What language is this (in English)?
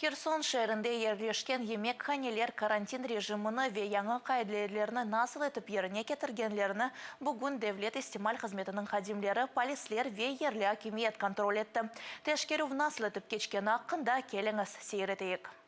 Crimean Tatar